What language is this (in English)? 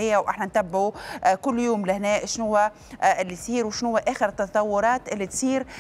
Tunisian Arabic